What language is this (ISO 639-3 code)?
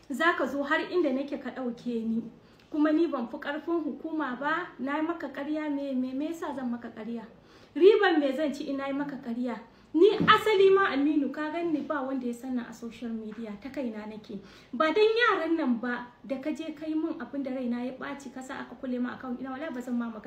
hau